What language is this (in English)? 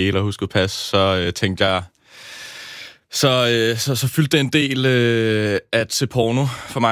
Danish